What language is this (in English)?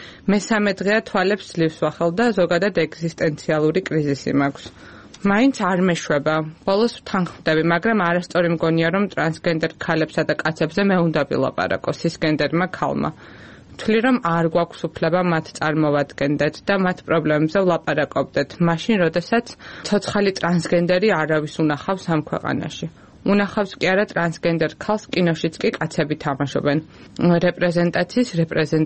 Georgian